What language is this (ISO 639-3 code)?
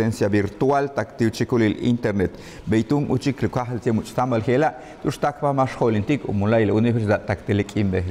yua